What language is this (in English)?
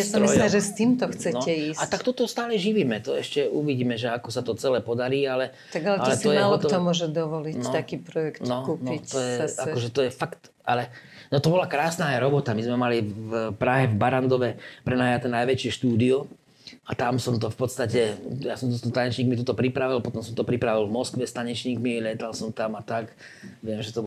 Slovak